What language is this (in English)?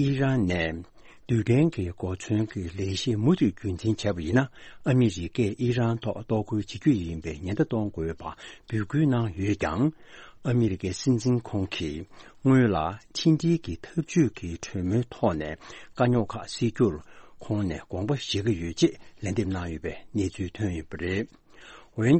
Tibetan